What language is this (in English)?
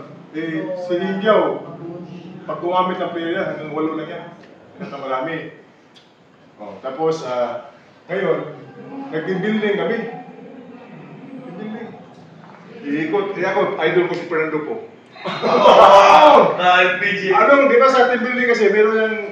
Filipino